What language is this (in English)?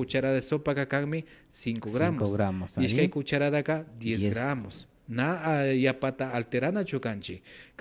Imbabura Highland Quichua